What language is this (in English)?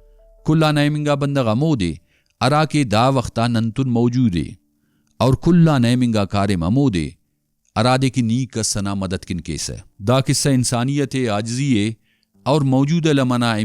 Brahui